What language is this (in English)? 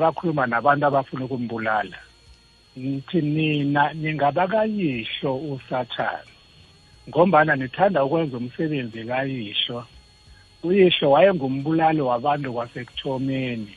South Ndebele